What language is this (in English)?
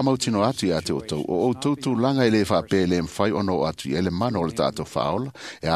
Samoan